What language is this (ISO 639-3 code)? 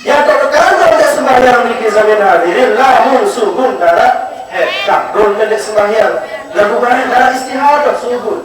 sas